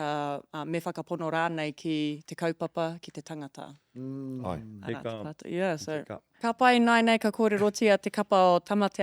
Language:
Māori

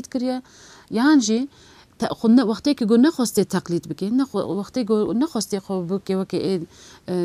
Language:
Kurdish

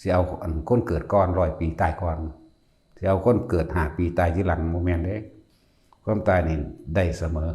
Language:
Northeastern Thai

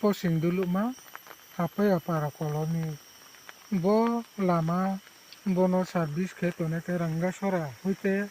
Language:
Riang (India)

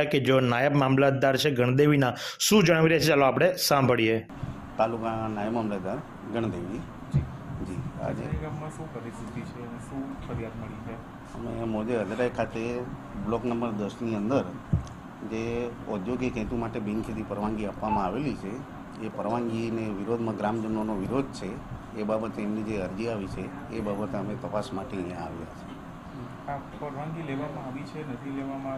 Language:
Gujarati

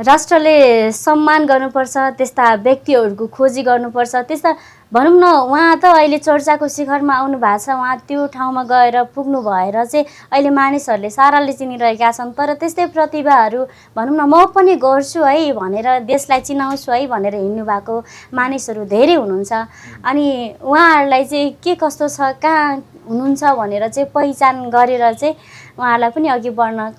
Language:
Nepali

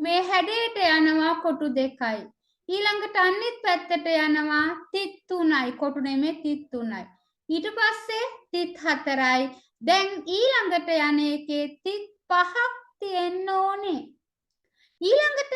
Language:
Sinhala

